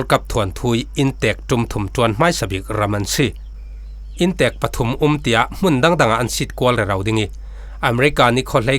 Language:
Falam Chin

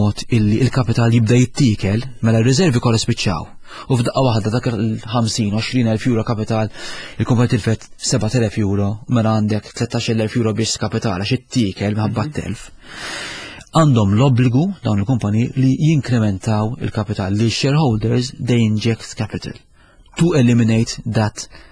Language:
Maltese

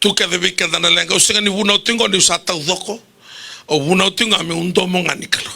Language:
Fijian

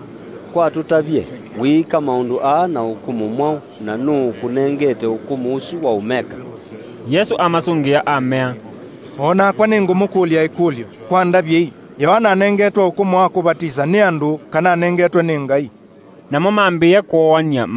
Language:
Kamba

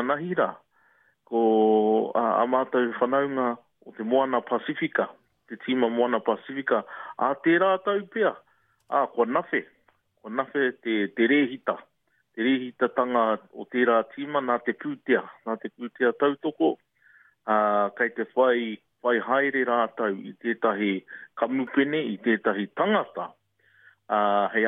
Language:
Māori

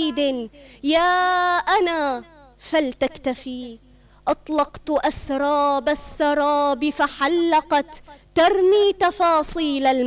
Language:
North Levantine Arabic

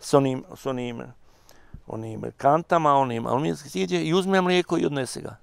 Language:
Bosnian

